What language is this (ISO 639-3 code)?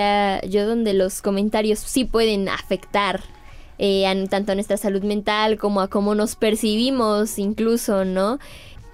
spa